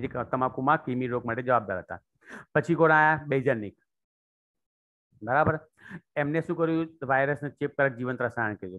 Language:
Gujarati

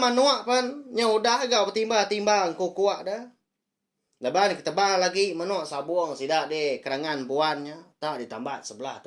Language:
Iban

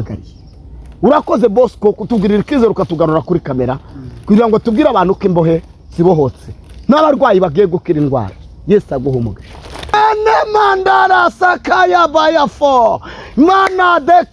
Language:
Kinyarwanda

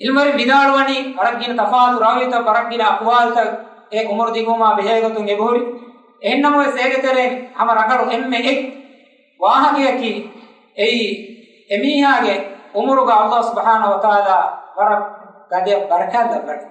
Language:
Divehi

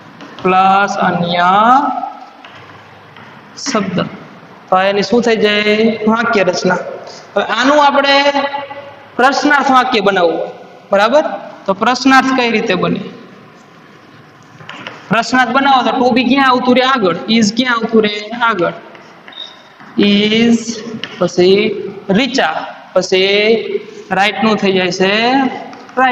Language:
Gujarati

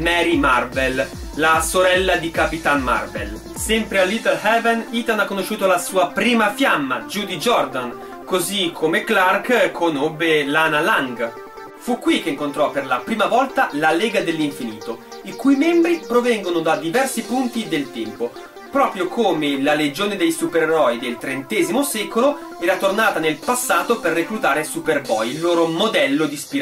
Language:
Italian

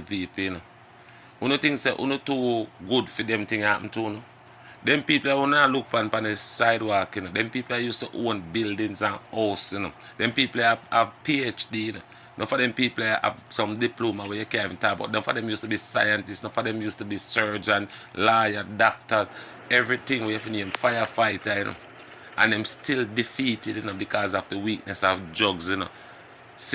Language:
Jamaican Creole English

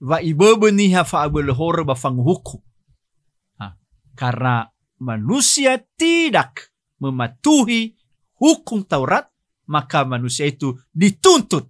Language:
Nias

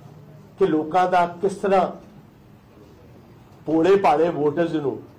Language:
Punjabi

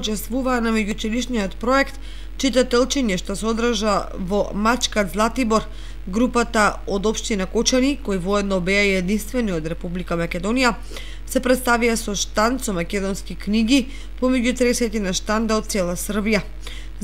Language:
Macedonian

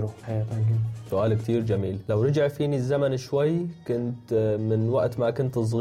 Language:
North Levantine Arabic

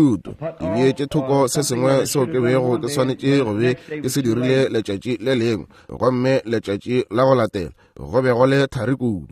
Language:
Northern Sotho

